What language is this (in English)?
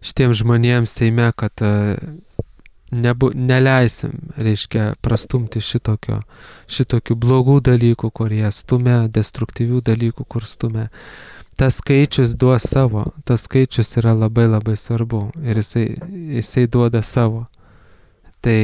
Lithuanian